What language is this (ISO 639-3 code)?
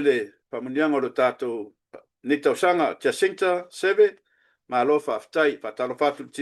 smo